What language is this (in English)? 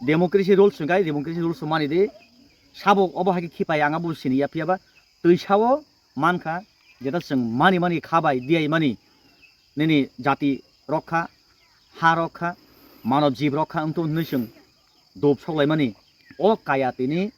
Kok Borok